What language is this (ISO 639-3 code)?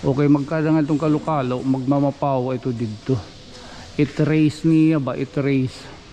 war